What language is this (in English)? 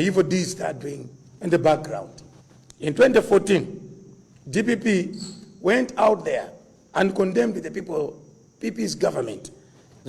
Nyanja